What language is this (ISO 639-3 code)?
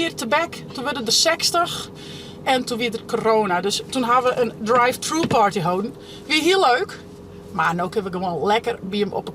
fry